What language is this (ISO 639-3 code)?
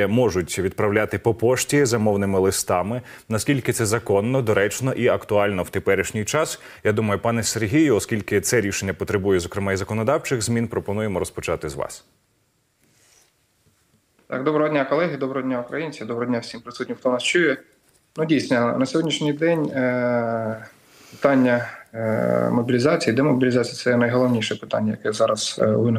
ukr